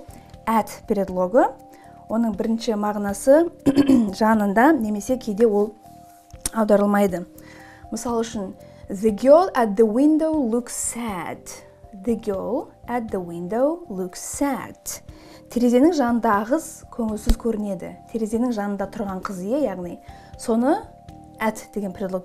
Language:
Kazakh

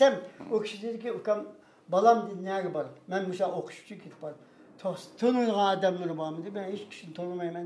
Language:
Uyghur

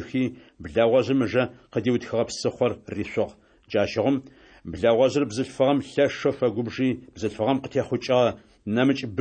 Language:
Adyghe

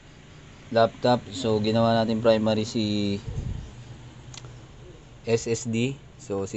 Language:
Filipino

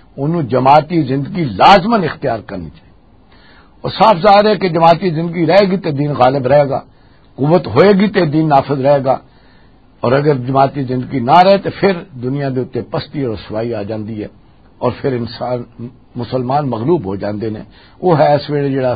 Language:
Western Panjabi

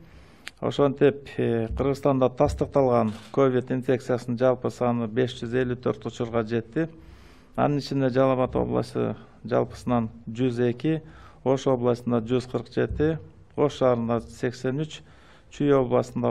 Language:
Kyrgyz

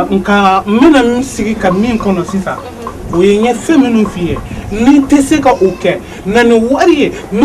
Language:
Bambara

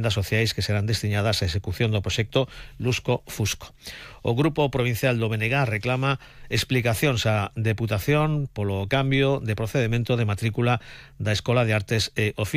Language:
Galician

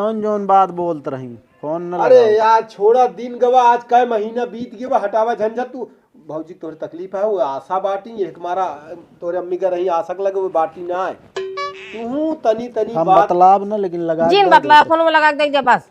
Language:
Awadhi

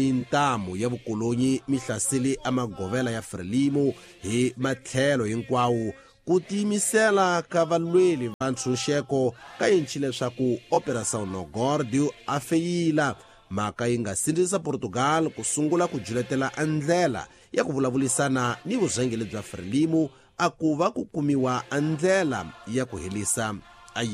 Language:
Tsonga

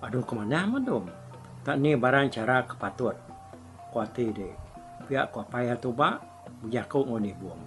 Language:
Iban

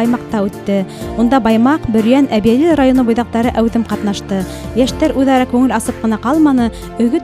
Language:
Bashkir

